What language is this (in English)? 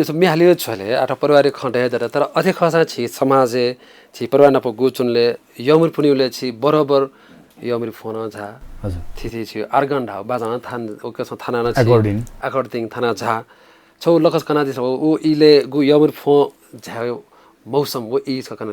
Newari